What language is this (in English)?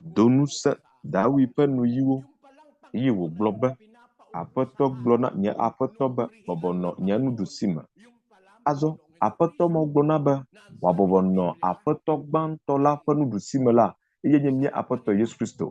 Ewe